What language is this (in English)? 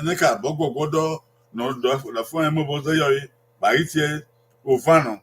Bini